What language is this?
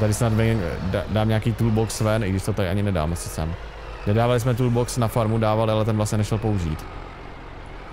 Czech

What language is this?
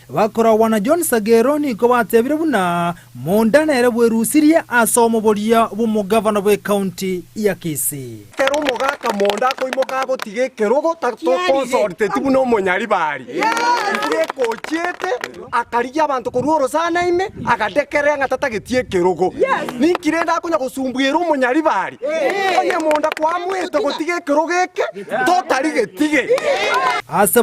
Gusii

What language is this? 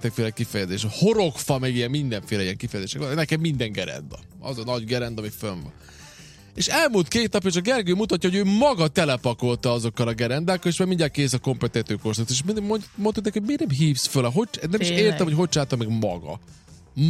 Hungarian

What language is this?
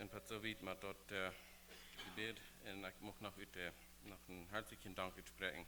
Plautdietsch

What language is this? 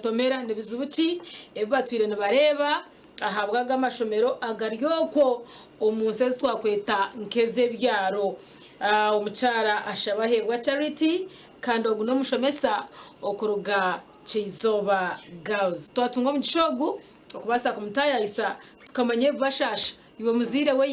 Nyankole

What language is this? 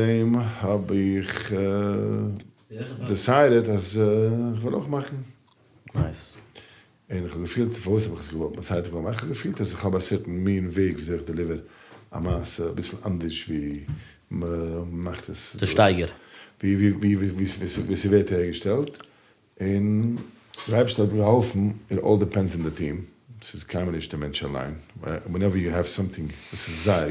Yiddish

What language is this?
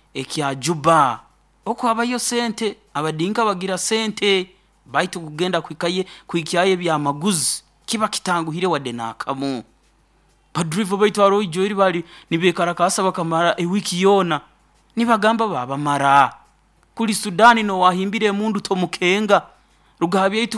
Nyoro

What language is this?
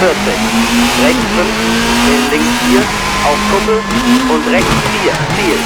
Bavarian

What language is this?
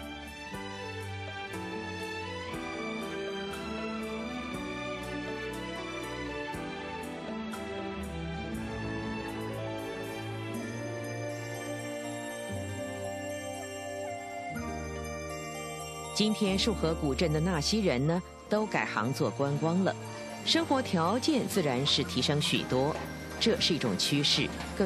Chinese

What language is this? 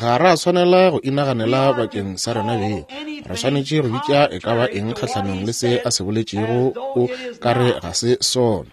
Northern Sotho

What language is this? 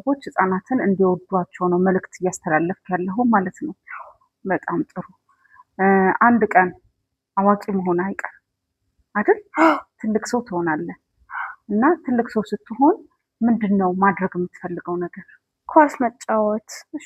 Amharic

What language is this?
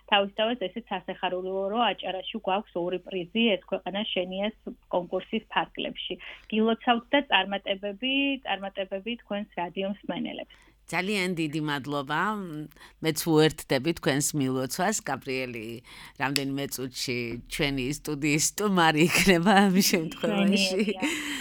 Georgian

